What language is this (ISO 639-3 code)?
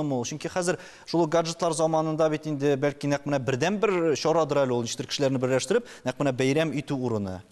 tat